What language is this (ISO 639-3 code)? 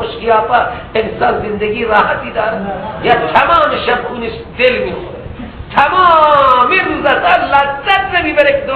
fas